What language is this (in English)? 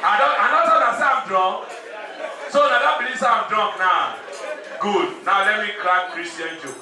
Nigerian Pidgin